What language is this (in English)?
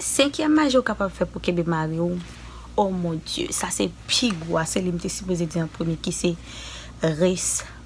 Haitian Creole